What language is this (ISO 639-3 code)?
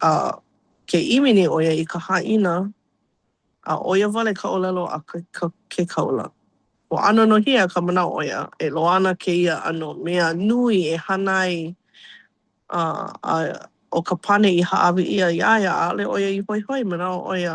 haw